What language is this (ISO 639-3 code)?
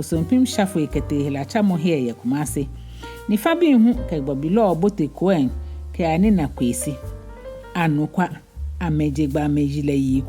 gaa